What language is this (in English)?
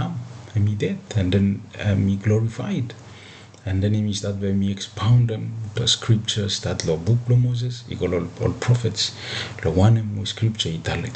Bislama